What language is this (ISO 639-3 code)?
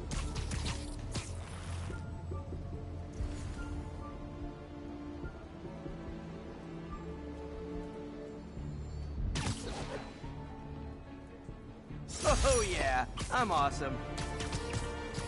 eng